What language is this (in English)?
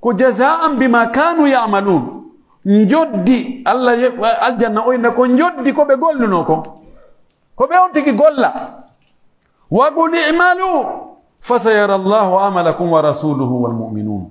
Pular